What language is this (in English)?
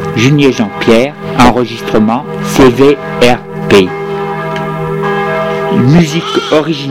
French